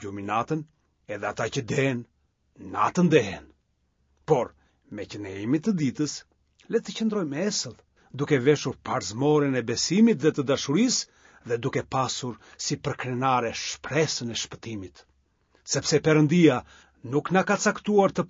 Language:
Albanian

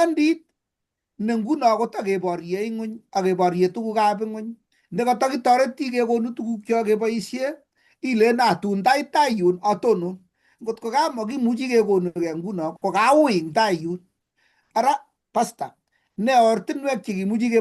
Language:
Kalenjin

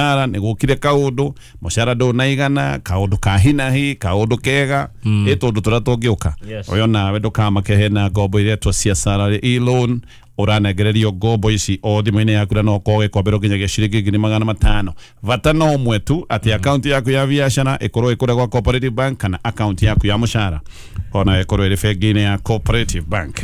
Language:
Kikuyu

